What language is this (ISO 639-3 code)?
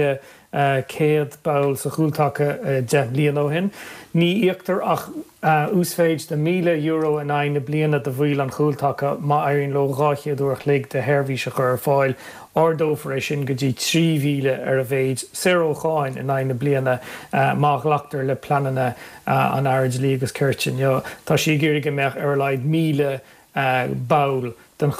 gle